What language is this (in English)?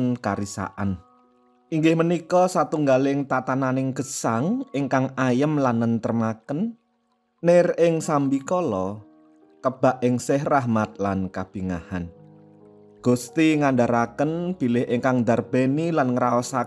Javanese